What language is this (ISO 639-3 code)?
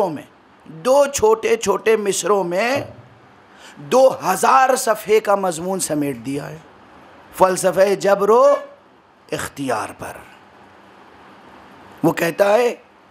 urd